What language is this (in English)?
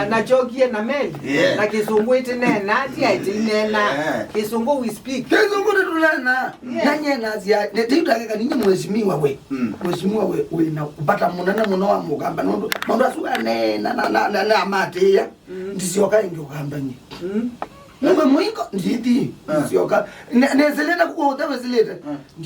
Kamba